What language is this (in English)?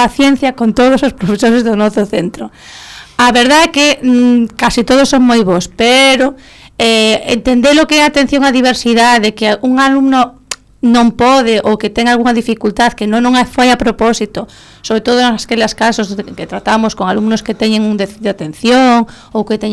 Galician